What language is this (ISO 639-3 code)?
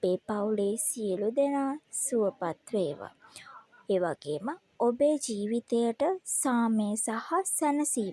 sin